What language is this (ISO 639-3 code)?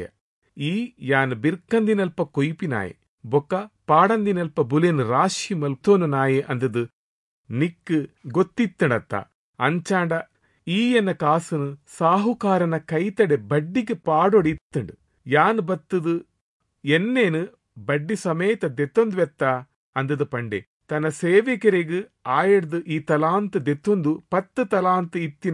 tcy